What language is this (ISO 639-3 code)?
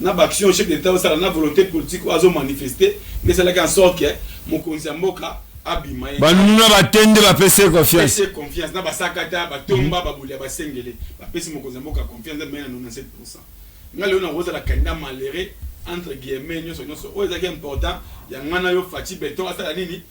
lin